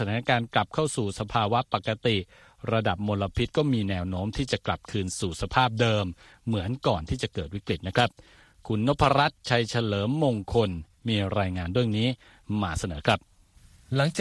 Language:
Thai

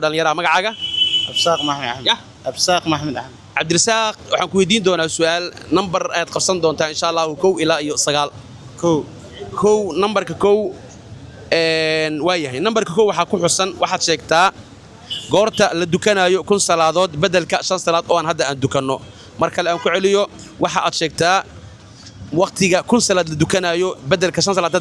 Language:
Somali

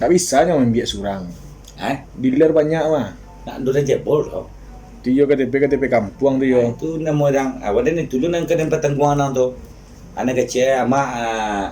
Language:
Minangkabau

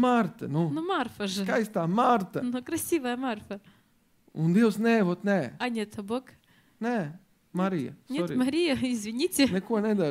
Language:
Latvian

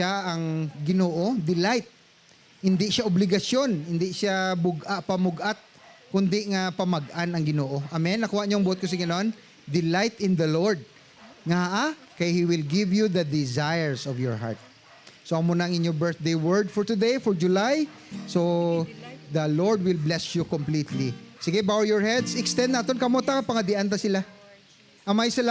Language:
Hiligaynon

